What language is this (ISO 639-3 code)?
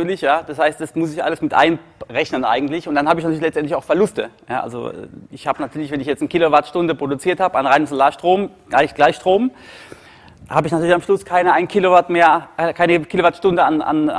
deu